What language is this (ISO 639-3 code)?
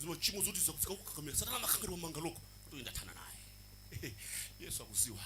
nya